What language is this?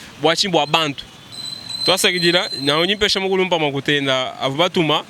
Luba-Lulua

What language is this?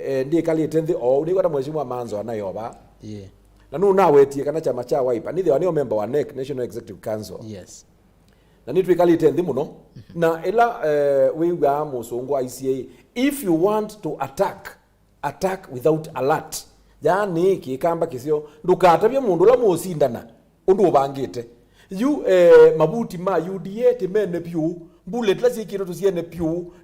Kamba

